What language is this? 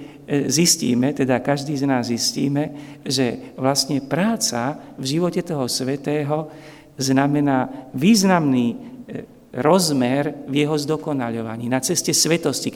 Slovak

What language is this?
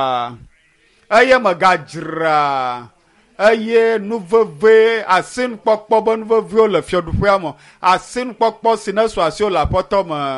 Ewe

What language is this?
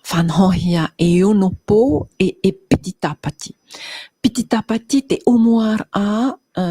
Tahitian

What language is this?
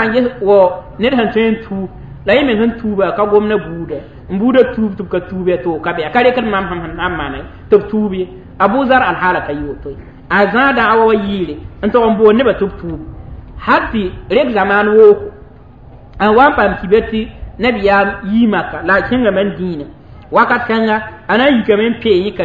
Mossi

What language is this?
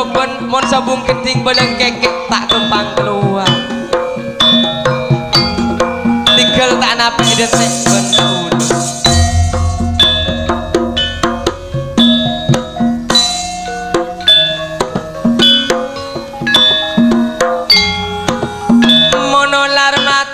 Madurese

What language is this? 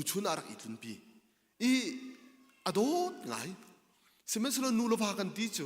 Hakha Chin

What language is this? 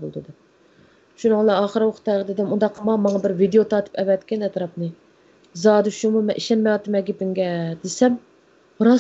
Uyghur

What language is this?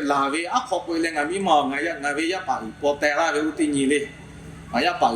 Lahu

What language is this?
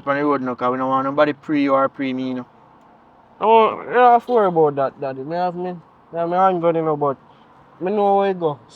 Jamaican Creole English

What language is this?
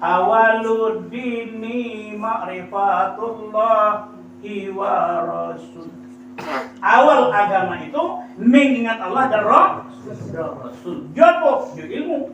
Minangkabau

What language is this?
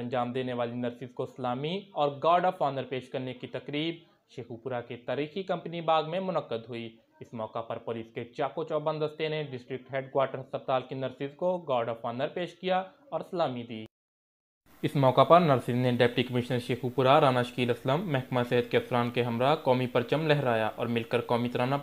Urdu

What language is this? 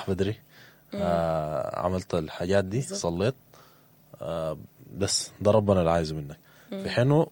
Sudanese Arabic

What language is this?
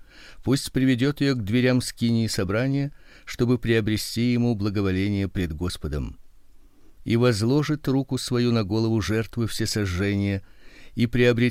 Russian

